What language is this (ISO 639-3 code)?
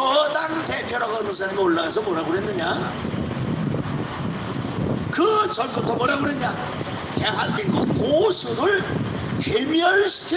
kor